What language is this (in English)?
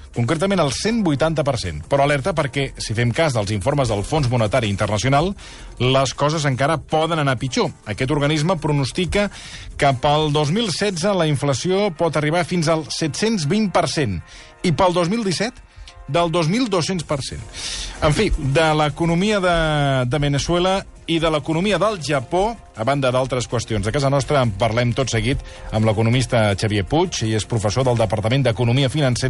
Catalan